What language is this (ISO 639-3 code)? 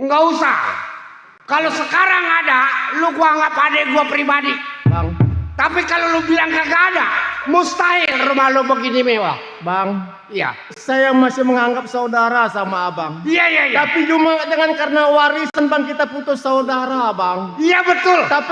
bew